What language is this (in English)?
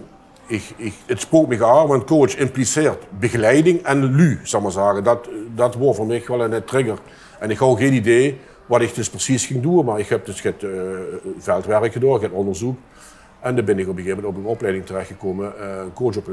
Limburgish